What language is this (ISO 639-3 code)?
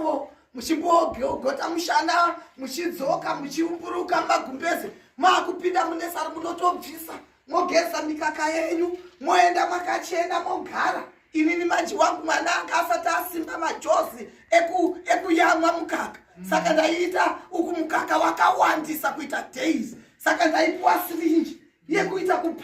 sna